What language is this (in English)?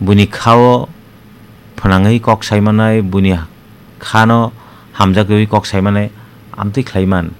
Kok Borok